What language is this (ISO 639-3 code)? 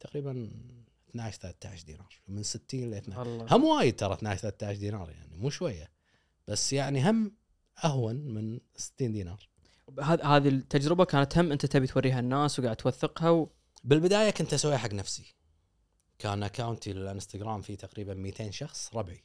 afb